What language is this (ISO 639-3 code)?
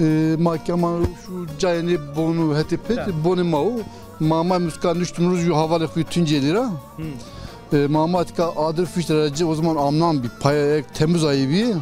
zza